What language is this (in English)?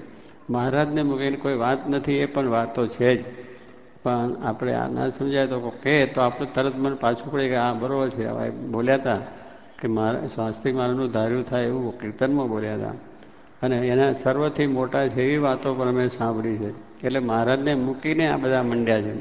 Gujarati